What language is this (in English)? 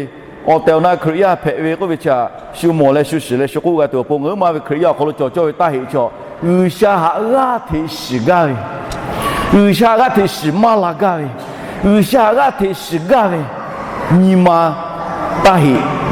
Lahu